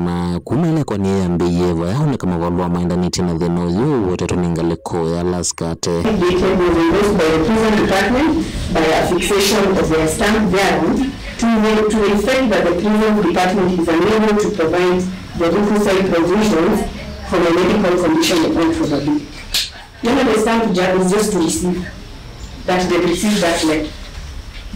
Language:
Kamba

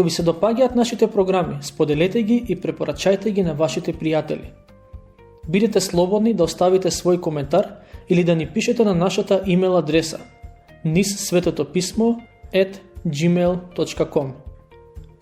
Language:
Macedonian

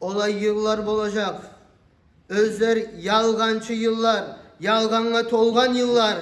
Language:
Kumyk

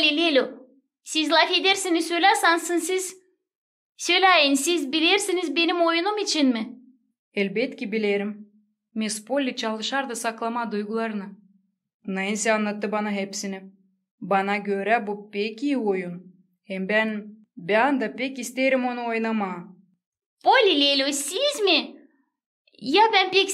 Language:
Gagauz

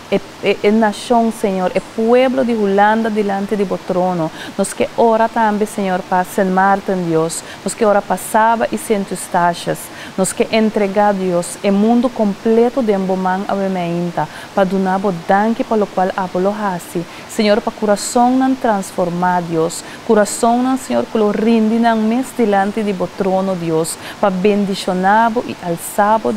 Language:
Papiamento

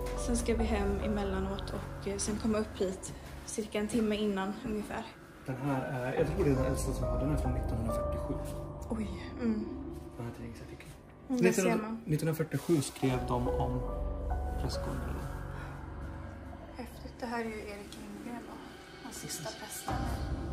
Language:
Swedish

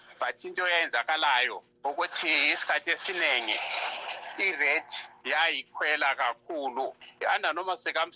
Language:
North Ndebele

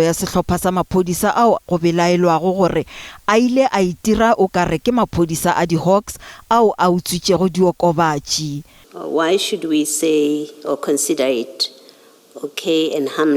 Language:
Northern Sotho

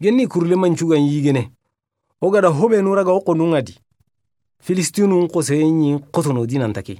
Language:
Soninke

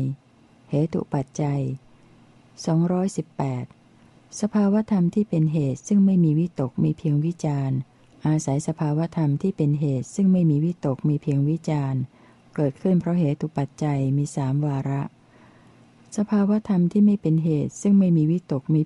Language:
Thai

